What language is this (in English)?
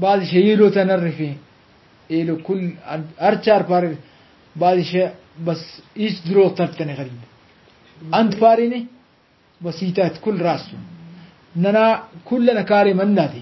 Brahui